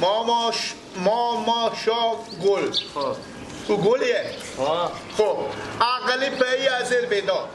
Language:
Persian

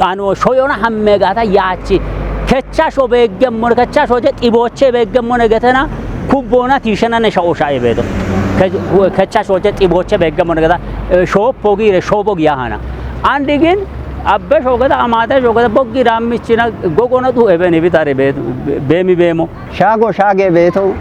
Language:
Kafa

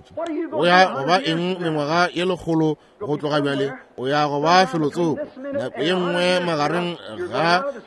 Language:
Northern Sotho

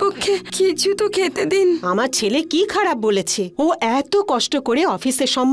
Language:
Bangla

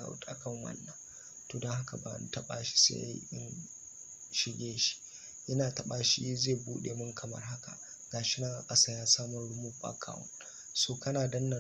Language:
Hausa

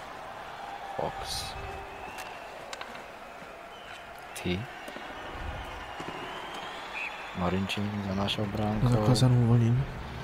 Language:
Slovak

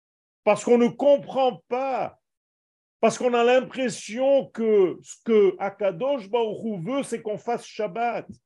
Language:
French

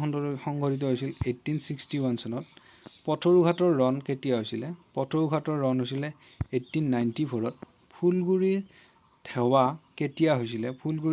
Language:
Assamese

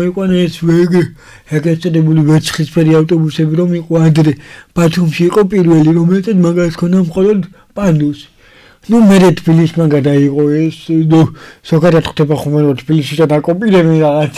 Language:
Georgian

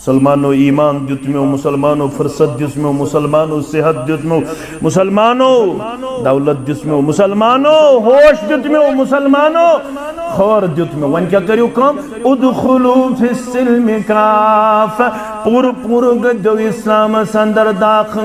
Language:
Kashmiri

